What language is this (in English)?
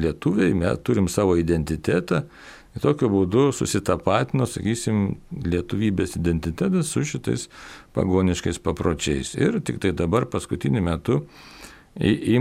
Lithuanian